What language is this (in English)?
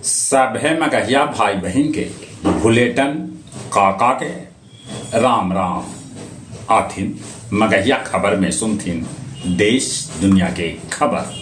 Magahi